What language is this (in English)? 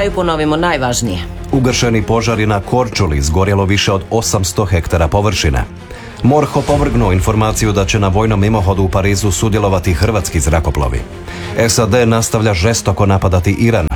Croatian